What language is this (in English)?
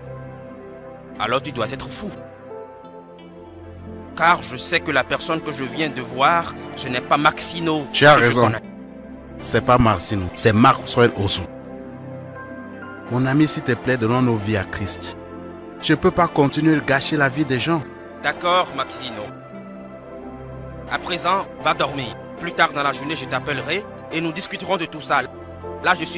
French